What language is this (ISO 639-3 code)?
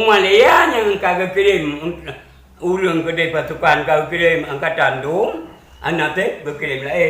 ace